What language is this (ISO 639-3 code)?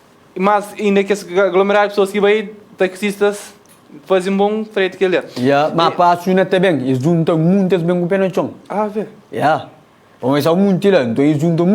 kea